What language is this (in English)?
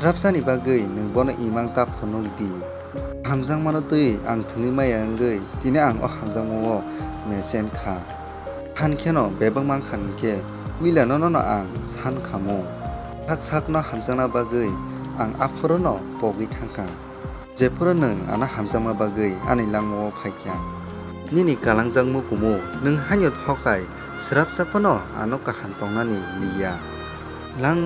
Kok Borok